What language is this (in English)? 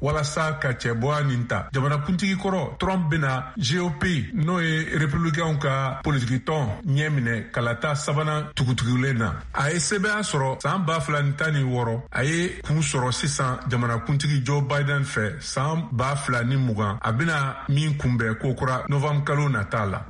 Bambara